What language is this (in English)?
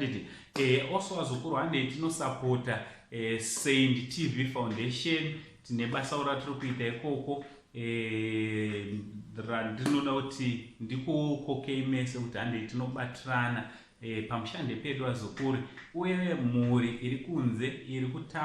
Shona